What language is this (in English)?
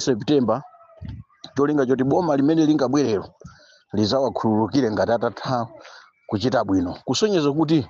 Nyanja